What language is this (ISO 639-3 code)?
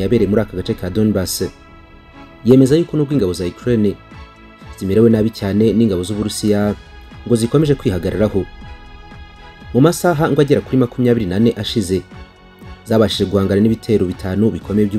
kin